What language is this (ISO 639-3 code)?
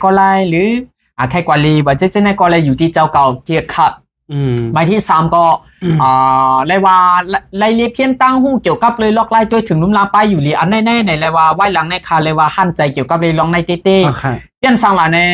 shn